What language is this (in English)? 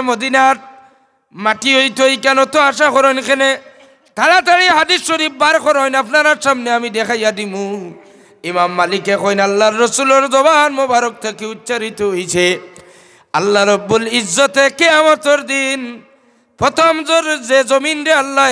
Sylheti